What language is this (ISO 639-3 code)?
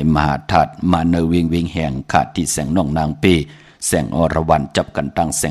shn